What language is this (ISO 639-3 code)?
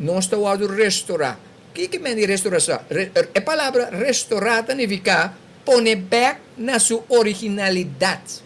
pap